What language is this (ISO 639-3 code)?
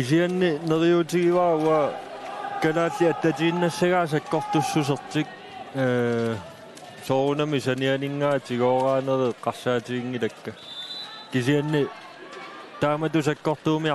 kal